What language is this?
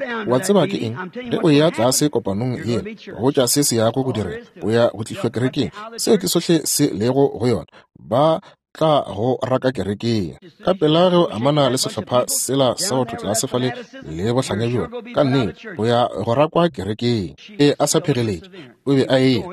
Northern Sotho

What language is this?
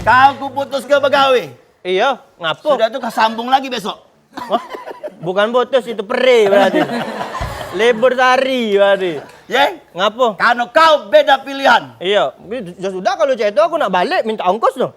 Musi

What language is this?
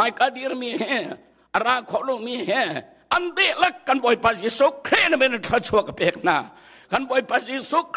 Hakha Chin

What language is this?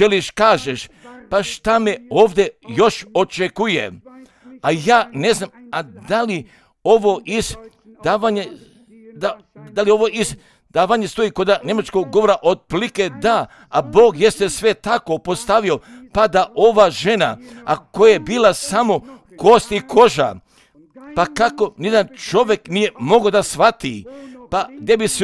Croatian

